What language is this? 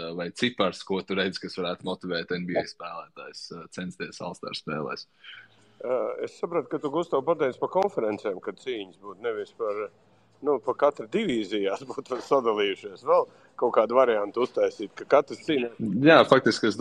Latvian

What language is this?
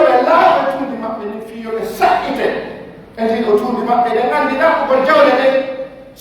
Pular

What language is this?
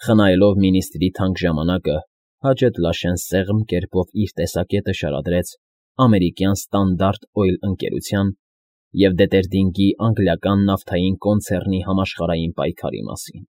Armenian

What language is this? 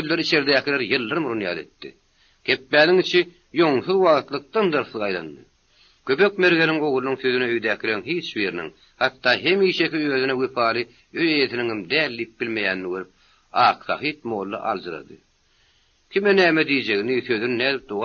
Turkmen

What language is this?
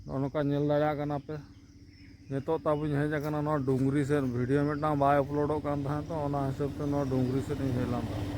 Santali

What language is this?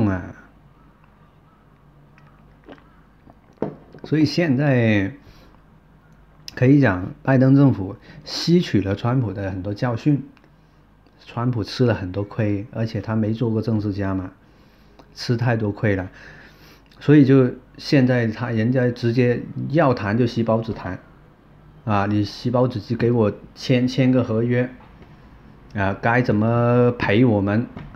Chinese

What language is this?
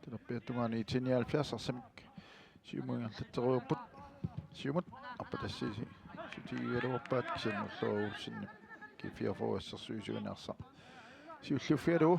Kalaallisut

